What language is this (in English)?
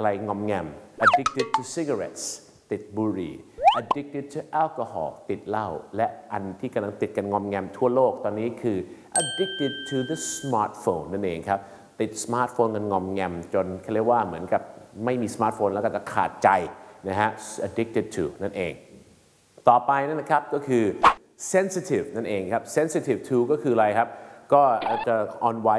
Thai